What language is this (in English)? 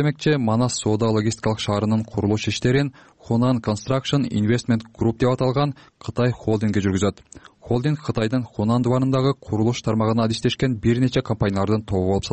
Kyrgyz